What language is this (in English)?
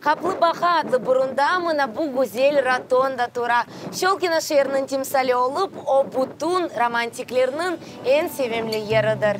Crimean Tatar